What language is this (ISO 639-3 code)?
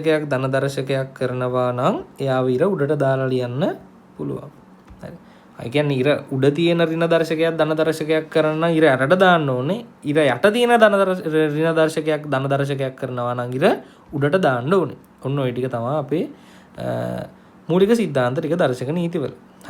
sin